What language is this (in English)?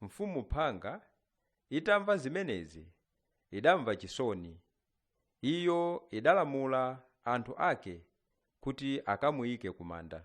Nyanja